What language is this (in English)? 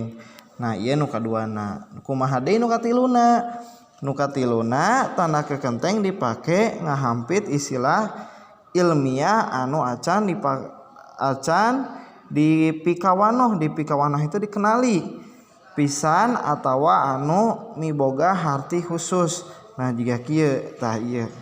Sundanese